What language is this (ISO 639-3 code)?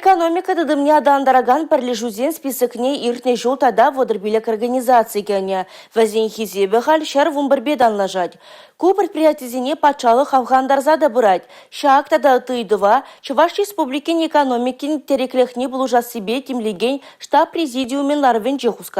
chv